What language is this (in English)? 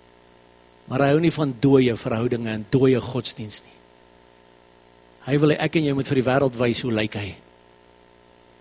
Afrikaans